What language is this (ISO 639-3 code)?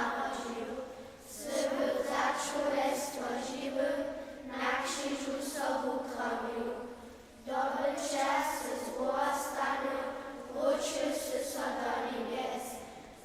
hsb